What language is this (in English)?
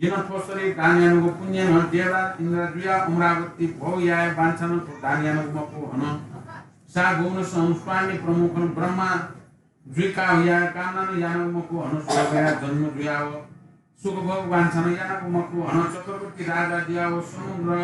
Newari